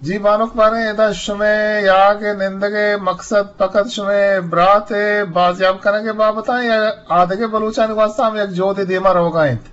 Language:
Eastern Balochi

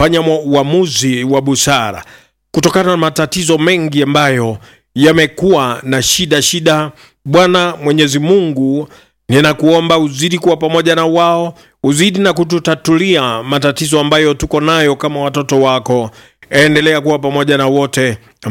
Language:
Swahili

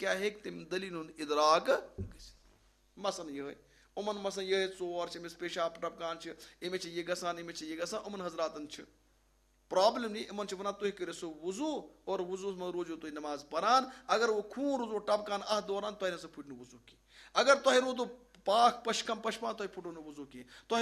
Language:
Kashmiri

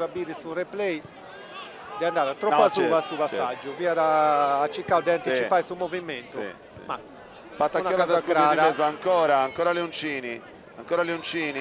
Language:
Sardinian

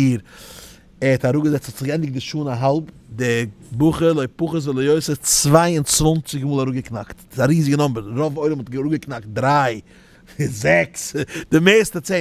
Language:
Yiddish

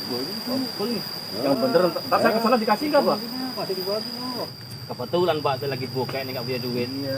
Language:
Betawi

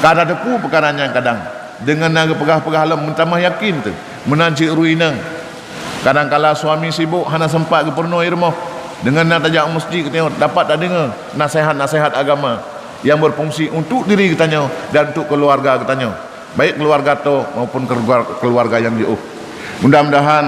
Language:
Achinese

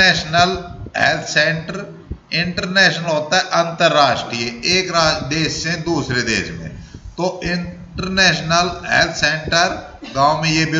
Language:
Hindi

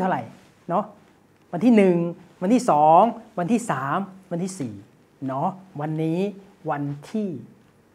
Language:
Thai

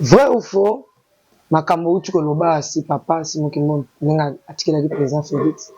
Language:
Lingala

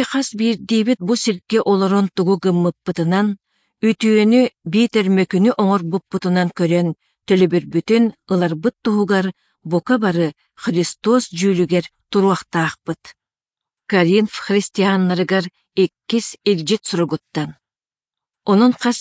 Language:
Yakut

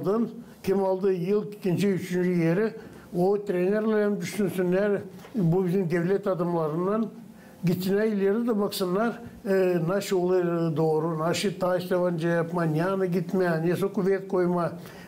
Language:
Gagauz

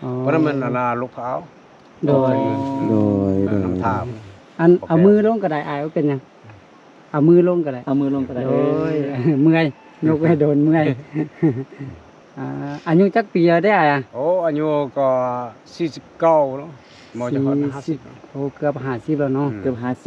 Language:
Lao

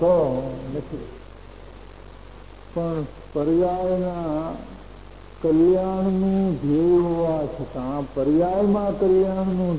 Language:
Gujarati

